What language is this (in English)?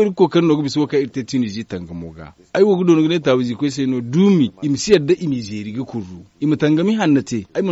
Zarma